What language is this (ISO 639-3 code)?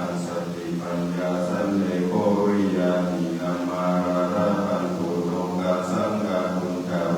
pli